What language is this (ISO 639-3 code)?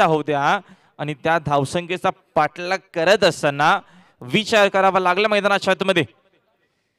mar